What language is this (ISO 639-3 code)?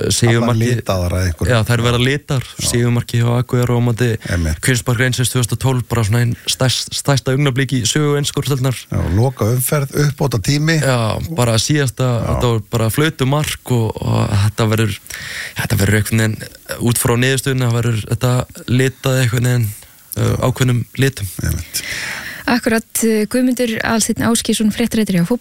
isl